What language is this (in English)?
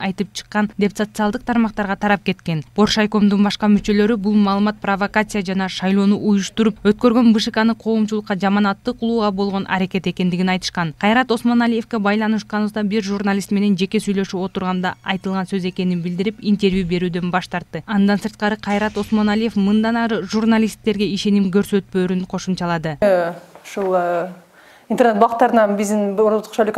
Kyrgyz